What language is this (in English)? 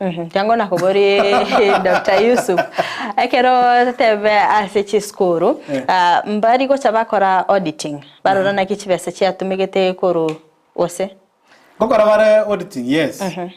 Gusii